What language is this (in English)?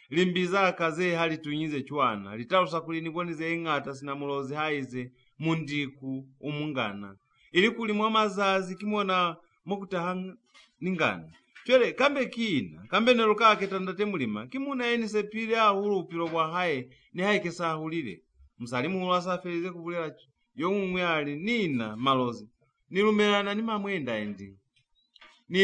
Lozi